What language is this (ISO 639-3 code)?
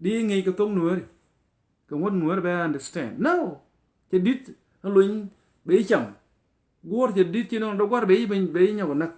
nus